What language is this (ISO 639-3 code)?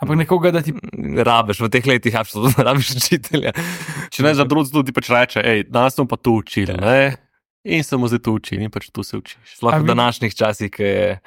slv